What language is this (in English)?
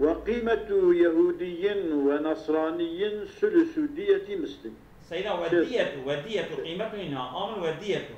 Kurdish